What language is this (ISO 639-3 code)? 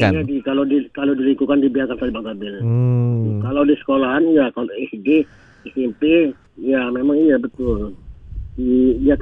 ind